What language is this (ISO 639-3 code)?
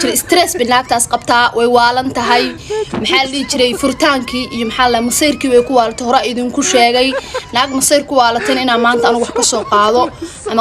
som